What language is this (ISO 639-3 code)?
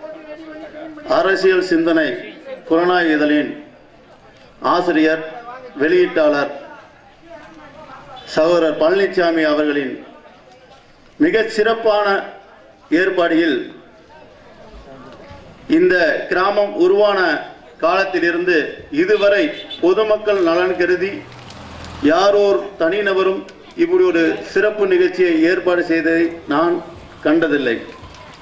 tam